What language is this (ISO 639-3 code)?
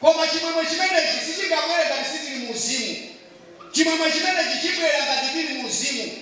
nya